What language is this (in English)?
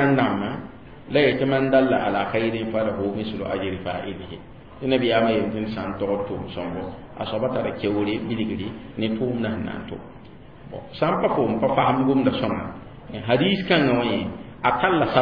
Mossi